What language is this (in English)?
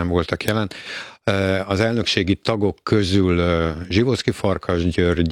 Hungarian